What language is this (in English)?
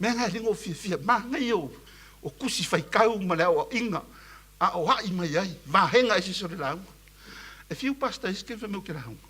Samoan